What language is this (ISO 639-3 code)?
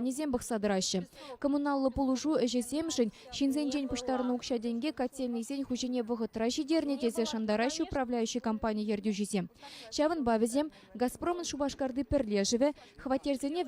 chv